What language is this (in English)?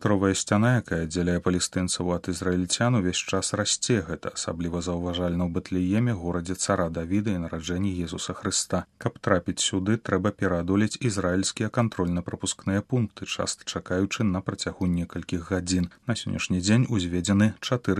Belarusian